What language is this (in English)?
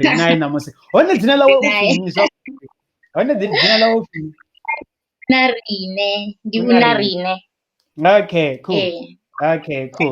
Venda